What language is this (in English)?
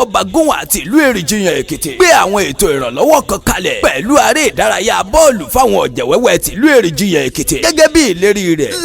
Yoruba